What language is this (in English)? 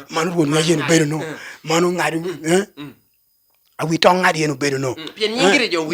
Lango (Uganda)